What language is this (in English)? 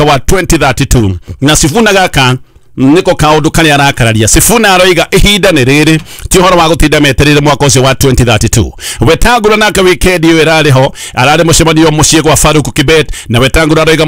Kikuyu